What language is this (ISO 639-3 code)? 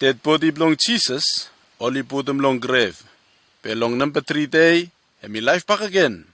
bis